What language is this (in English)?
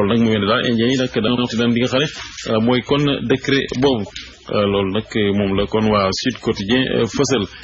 Wolof